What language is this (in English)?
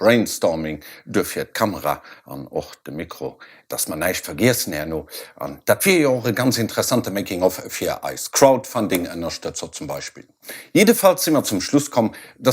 Luxembourgish